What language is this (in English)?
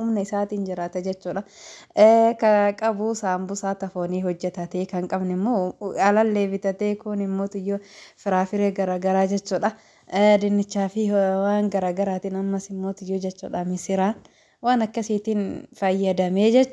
Oromo